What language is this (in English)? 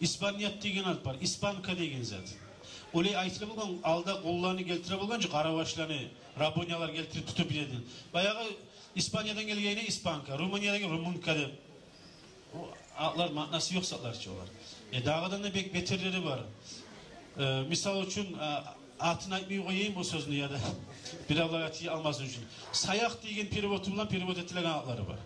Kumyk